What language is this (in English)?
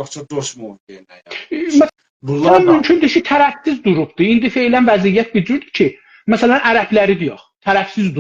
South Azerbaijani